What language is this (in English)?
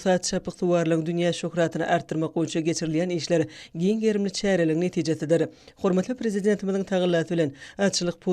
Turkmen